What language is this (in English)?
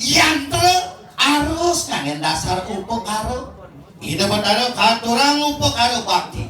Balinese